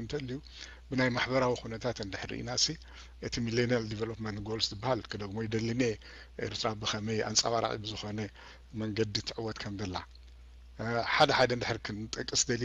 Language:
Tigrinya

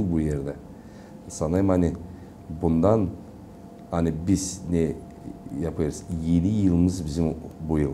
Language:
Gagauz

